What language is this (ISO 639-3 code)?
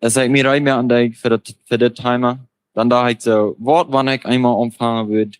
pdt